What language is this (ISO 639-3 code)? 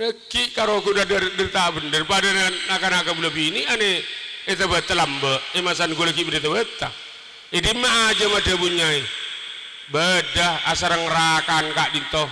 mad